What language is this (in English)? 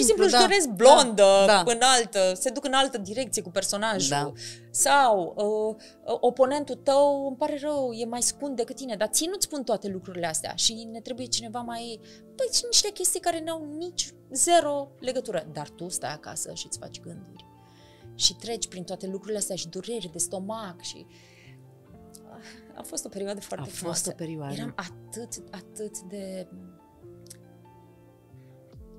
Romanian